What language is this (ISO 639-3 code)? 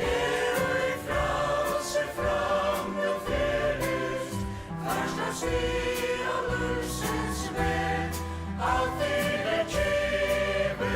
fao